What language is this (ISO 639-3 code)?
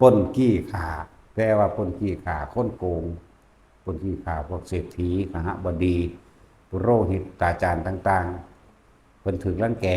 tts